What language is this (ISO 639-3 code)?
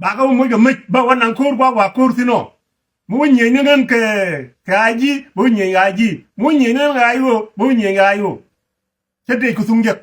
nus